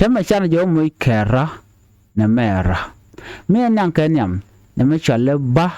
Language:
Nuer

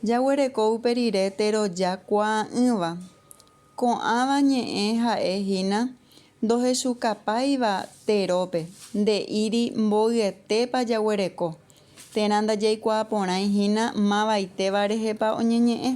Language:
Guarani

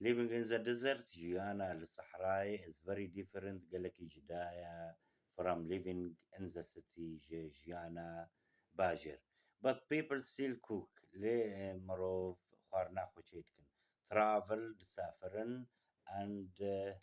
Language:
Kurdish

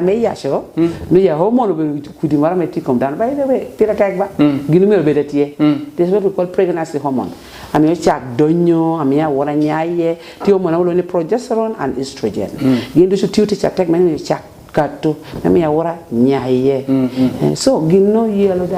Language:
Lango (Uganda)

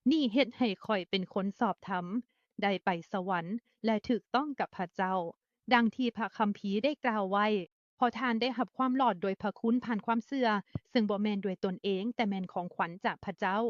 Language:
Lao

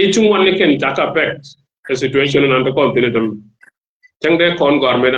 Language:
Nuer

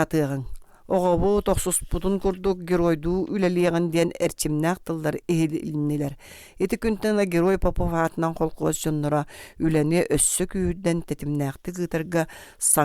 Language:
Yakut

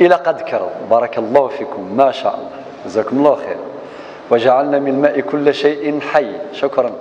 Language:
Kabyle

